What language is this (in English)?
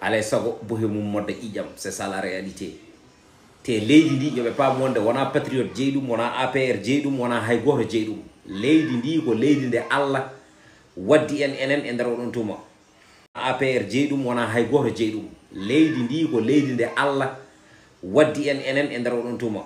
Fula